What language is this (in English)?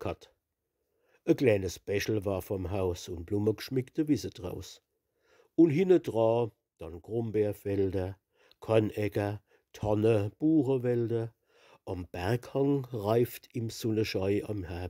Palatine German